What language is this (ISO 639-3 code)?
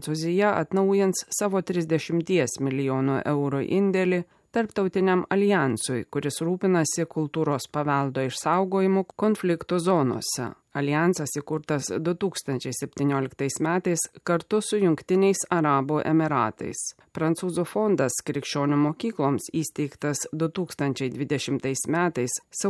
lit